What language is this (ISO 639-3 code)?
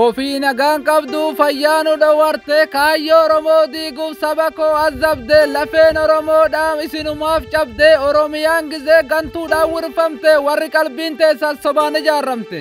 orm